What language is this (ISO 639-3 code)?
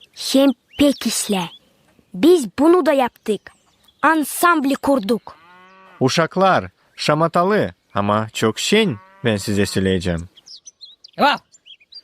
gag